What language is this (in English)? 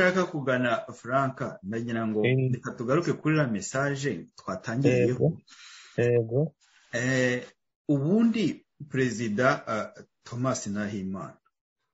Kinyarwanda